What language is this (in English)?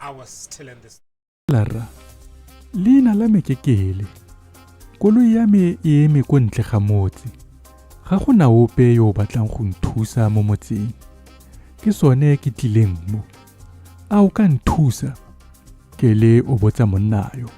Tswana